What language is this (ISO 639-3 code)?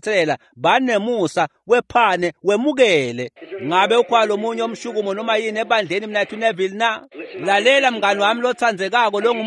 ssw